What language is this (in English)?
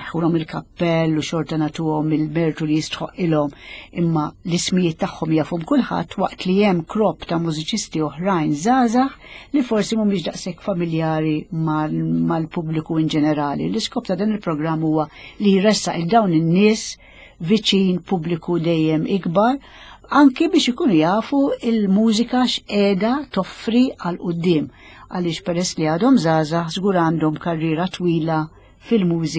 Maltese